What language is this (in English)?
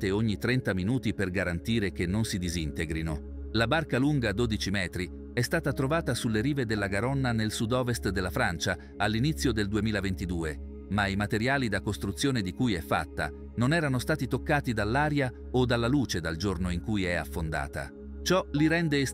Italian